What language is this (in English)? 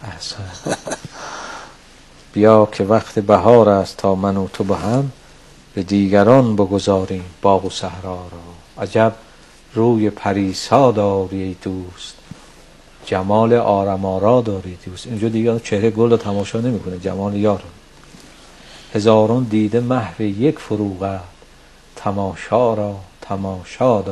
Persian